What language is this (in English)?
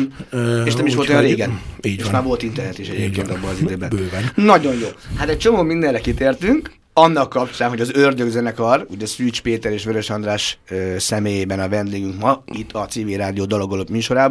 Hungarian